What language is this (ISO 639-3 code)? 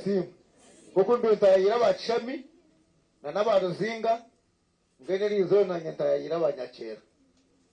nyn